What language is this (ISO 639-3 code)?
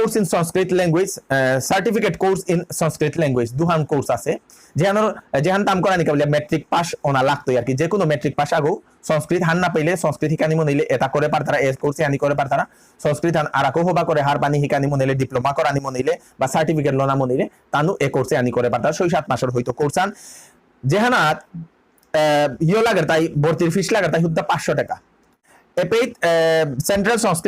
bpy